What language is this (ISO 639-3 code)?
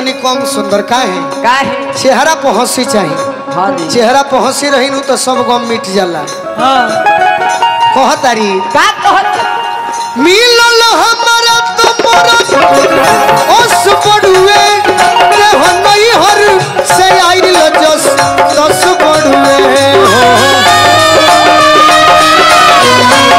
bho